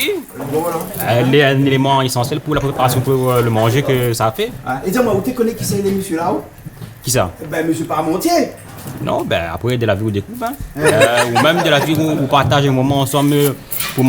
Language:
Réunion Creole French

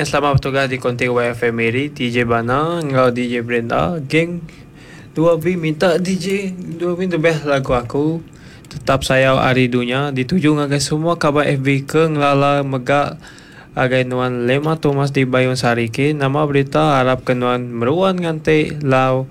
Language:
Iban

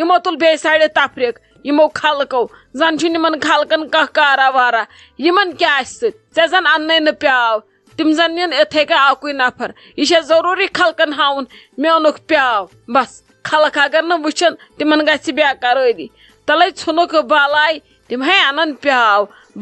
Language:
Kashmiri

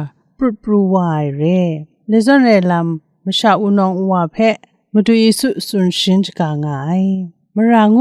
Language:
Kachin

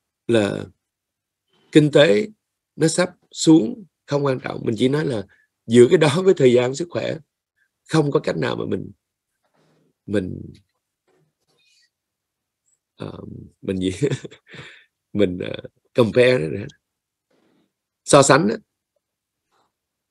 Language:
Vietnamese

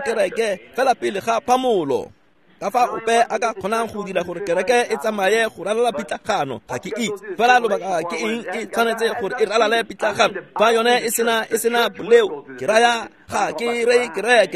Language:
Tswana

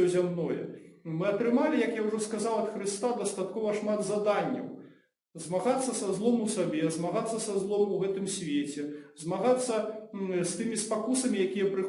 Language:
Belarusian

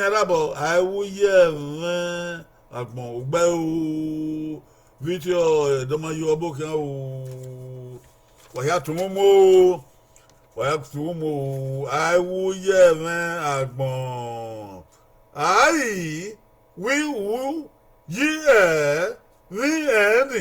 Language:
Bini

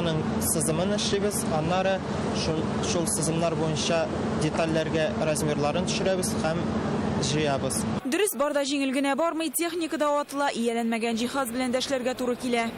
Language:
Tatar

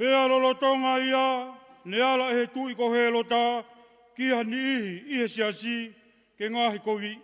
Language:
Tongan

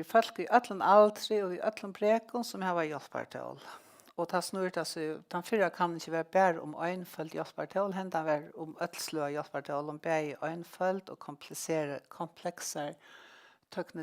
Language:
Faroese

